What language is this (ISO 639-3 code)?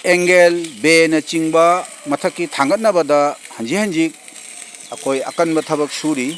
mni